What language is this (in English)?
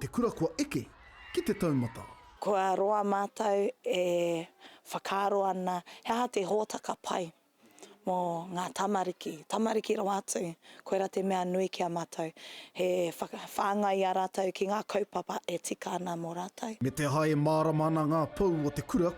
Māori